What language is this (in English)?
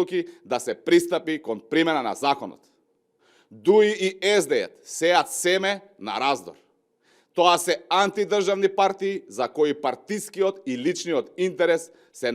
Macedonian